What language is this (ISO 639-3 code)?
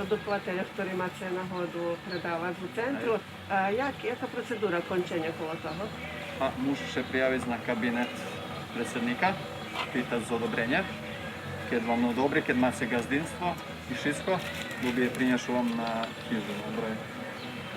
rue